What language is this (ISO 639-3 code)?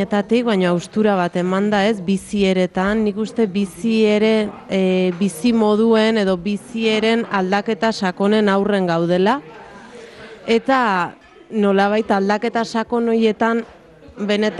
eus